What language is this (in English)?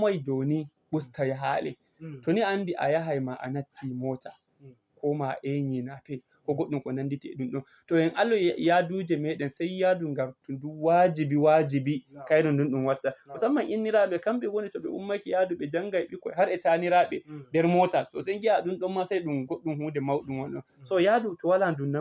Fula